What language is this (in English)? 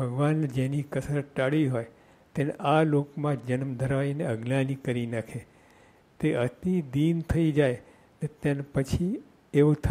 Gujarati